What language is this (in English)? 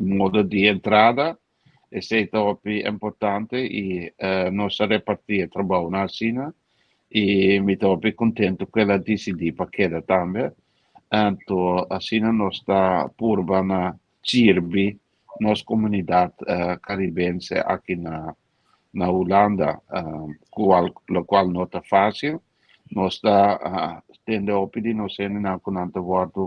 Papiamento